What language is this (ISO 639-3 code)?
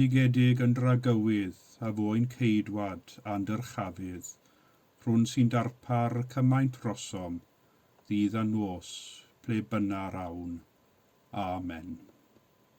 cym